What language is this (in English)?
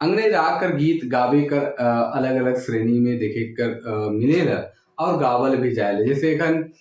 Sadri